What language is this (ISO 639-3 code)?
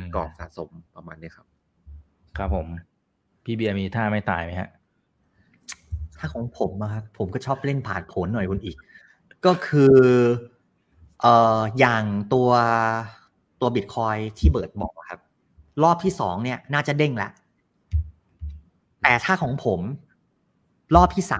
tha